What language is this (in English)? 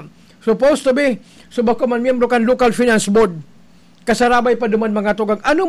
Bikol